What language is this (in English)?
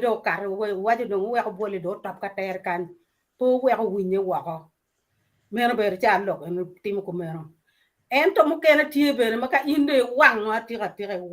Acoli